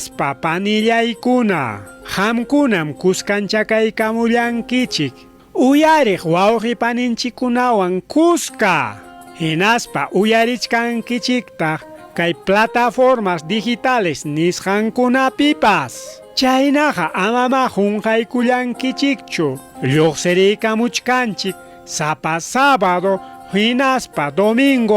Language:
Ayacucho Quechua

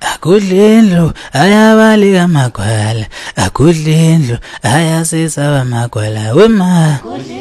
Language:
Zulu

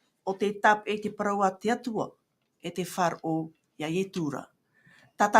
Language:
Tahitian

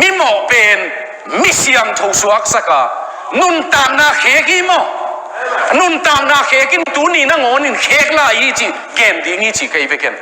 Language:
Tedim Chin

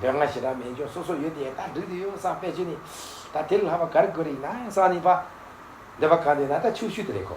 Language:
Tibetan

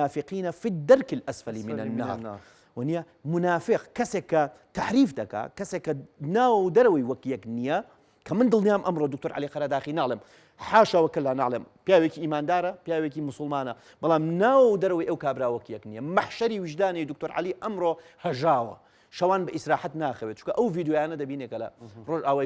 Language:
Central Kurdish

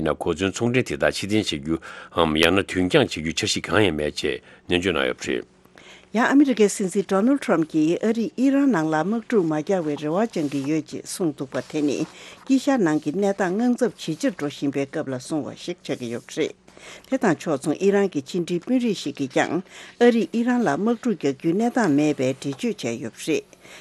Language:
Tibetan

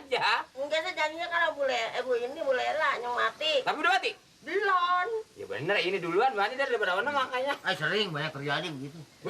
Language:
Betawi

